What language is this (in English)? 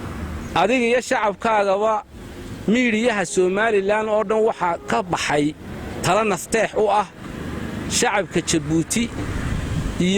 Somali